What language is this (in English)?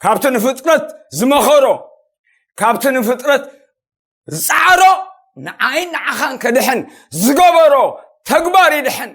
Tigrinya